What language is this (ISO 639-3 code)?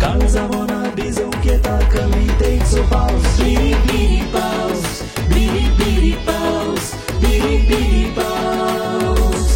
kok